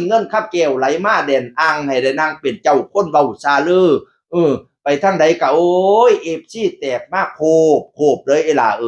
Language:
Northeastern Thai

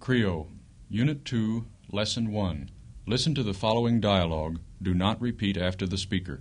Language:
Krio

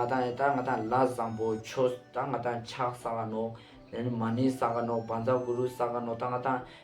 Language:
Ladakhi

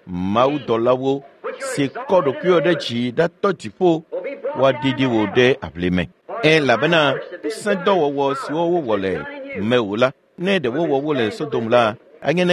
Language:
Ewe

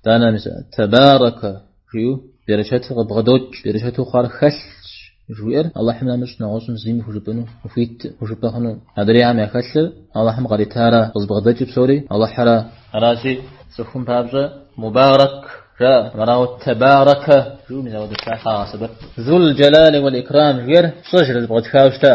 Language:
Kabardian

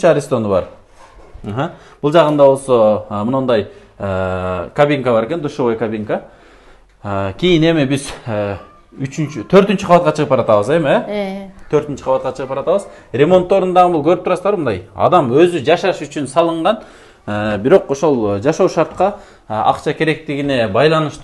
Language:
Kyrgyz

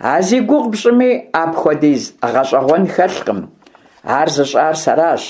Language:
Kabardian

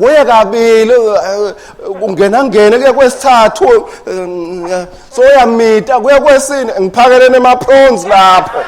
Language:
Swati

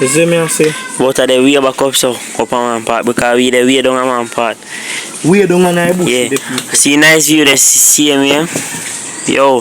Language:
Jamaican Creole English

